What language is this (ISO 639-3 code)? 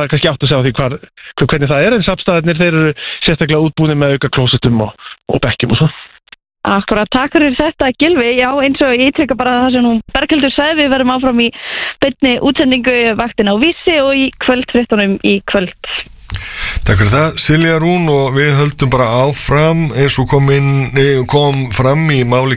isl